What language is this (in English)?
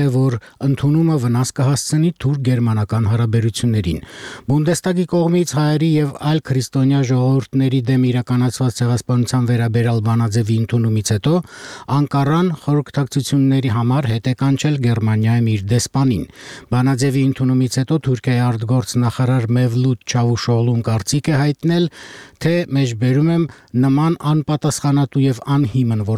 Armenian